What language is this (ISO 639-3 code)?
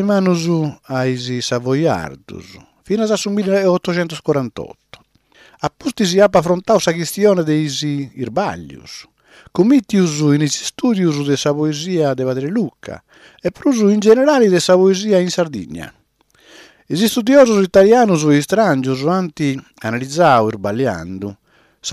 srd